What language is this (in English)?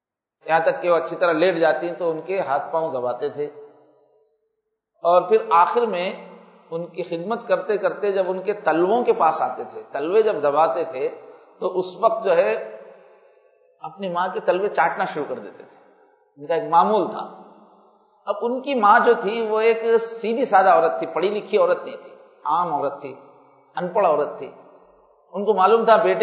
Urdu